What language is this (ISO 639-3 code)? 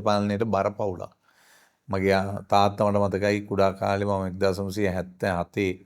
sin